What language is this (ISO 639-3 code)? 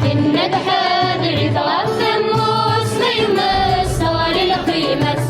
kab